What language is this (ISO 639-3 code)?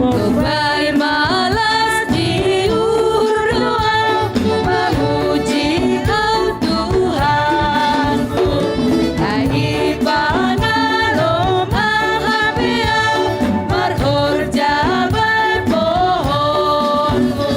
bts